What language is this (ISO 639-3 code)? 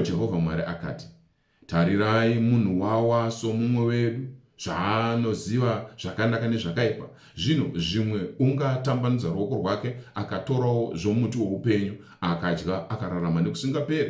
sna